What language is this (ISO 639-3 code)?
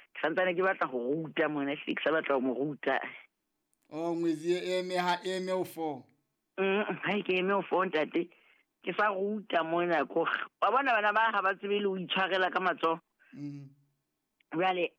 sot